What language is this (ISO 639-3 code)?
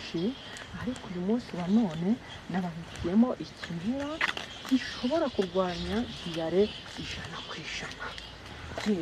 kin